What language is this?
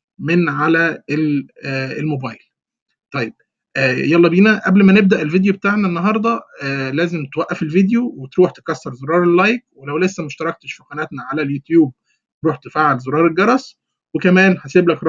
Egyptian Arabic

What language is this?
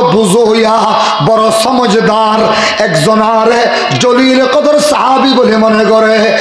Rohingya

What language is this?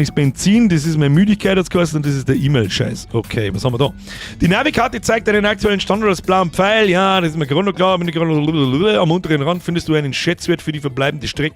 Bavarian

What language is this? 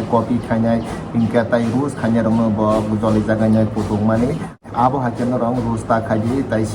Kok Borok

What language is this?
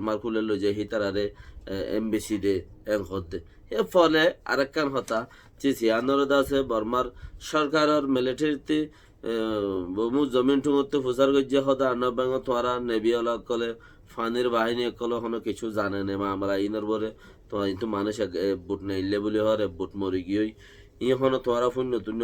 Rohingya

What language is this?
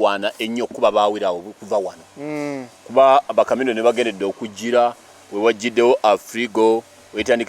Ganda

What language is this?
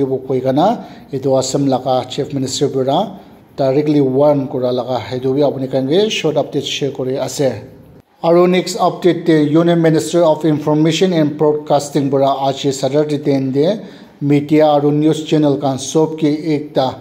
Naga Pidgin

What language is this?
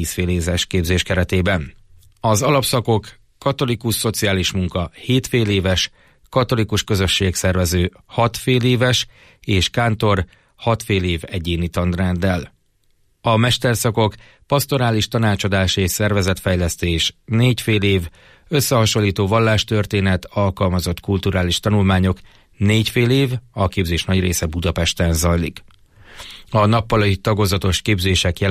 Hungarian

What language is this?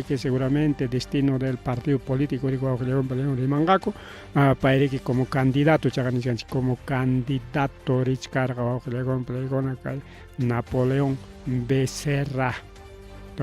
Ayacucho Quechua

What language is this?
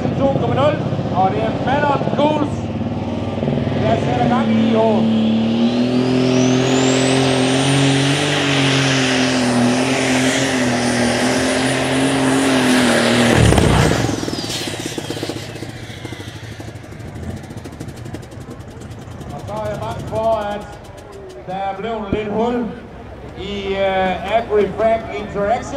Danish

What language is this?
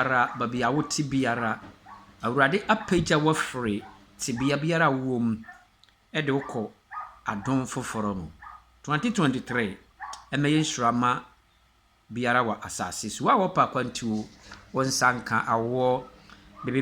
Akan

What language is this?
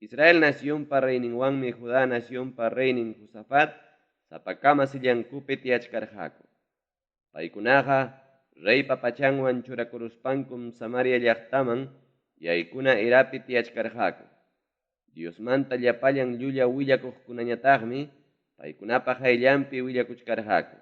Ayacucho Quechua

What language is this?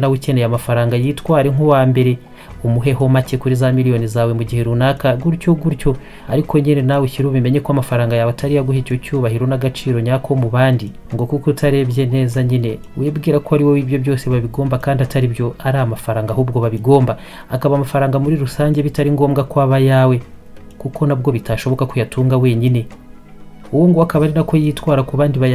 Kinyarwanda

